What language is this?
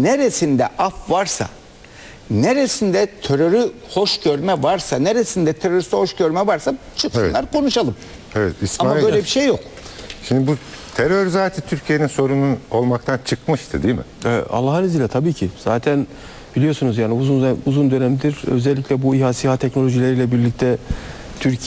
Turkish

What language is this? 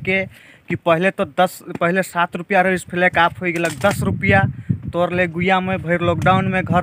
Sadri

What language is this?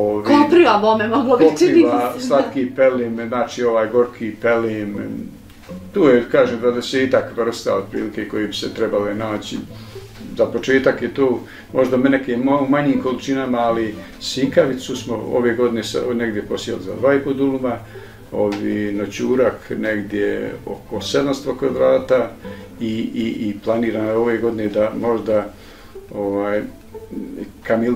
Bosnian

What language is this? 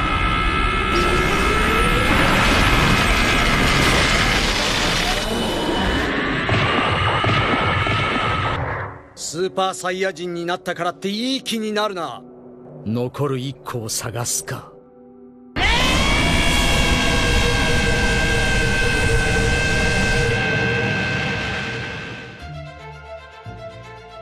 Japanese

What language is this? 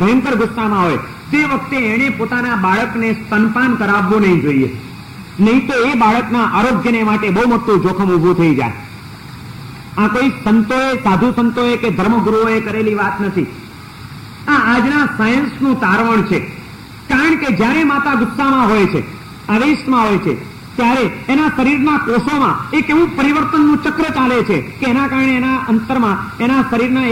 Gujarati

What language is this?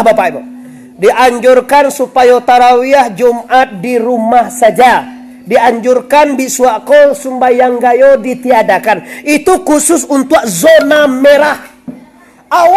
Minangkabau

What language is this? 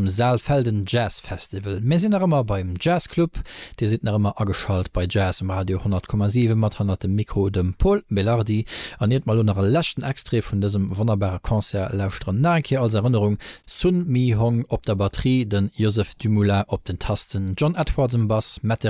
Luxembourgish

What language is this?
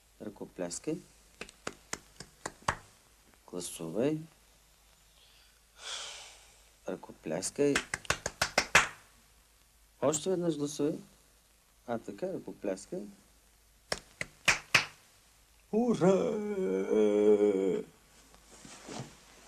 Bulgarian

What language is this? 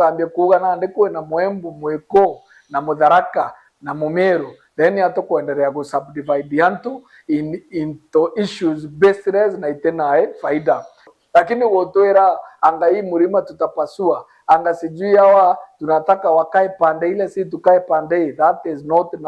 Meru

